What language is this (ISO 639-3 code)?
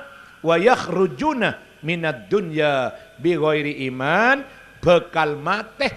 mad